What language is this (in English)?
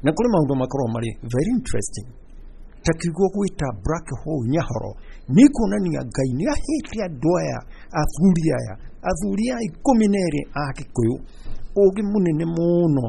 Kikuyu